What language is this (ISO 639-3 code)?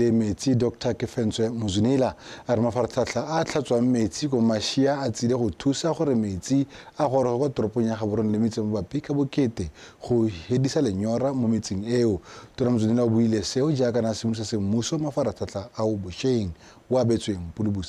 tsn